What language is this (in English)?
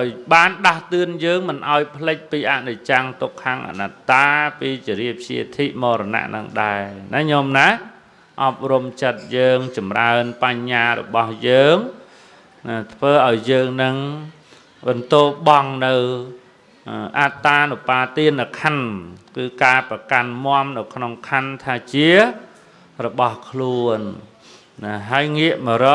Khmer